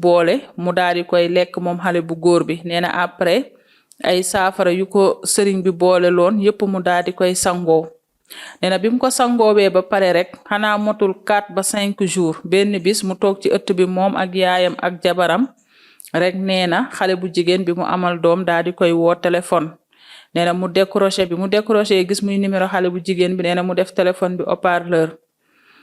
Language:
Wolof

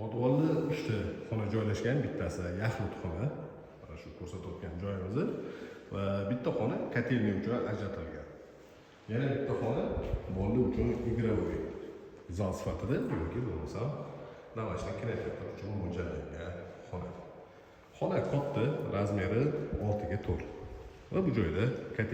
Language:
Uzbek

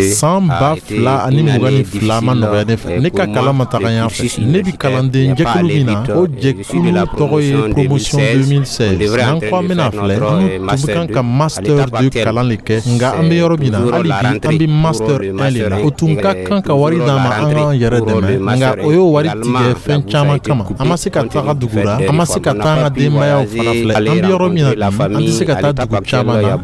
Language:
Dyula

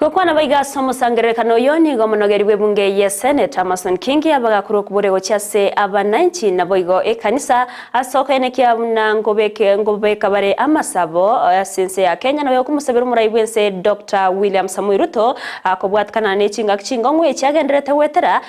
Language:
Gusii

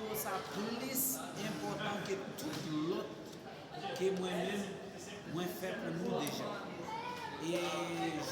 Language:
Haitian Creole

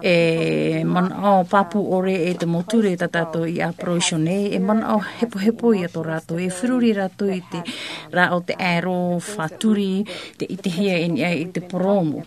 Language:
Tahitian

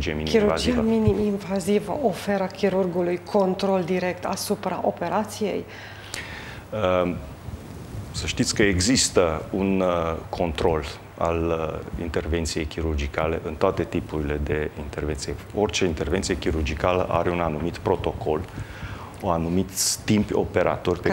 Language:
Romanian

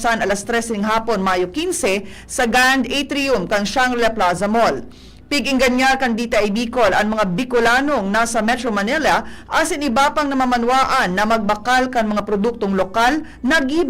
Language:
Bikol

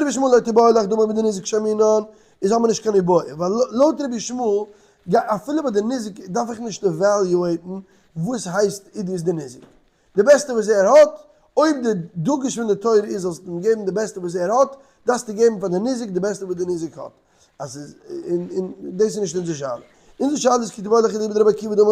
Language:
Yiddish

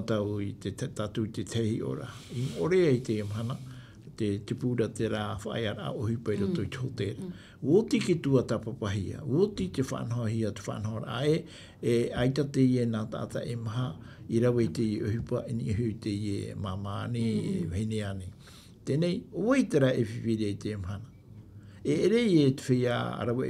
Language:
Tahitian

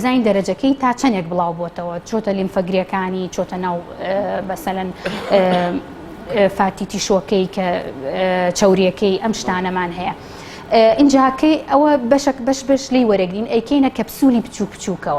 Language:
Central Kurdish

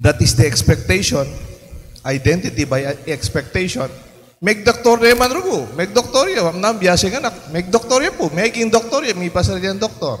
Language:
Pampanga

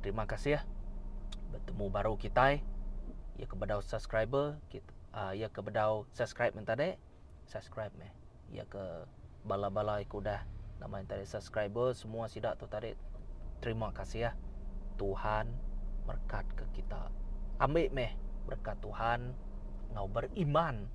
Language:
Iban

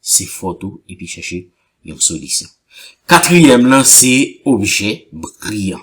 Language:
Haitian Creole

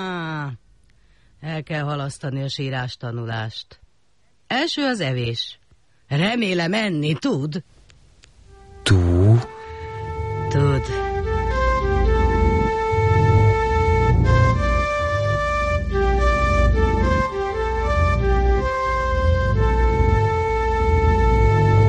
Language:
Hungarian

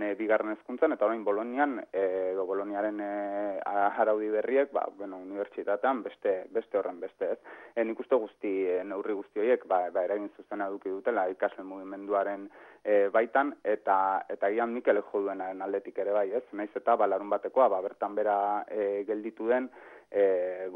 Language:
Basque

